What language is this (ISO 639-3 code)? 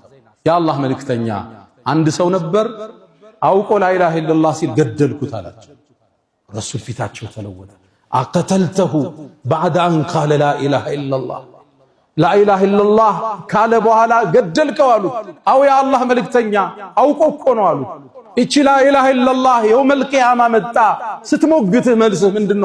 amh